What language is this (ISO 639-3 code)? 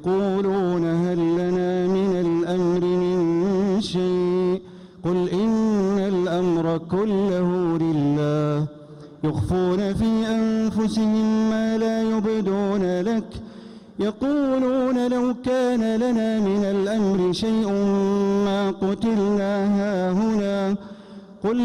ara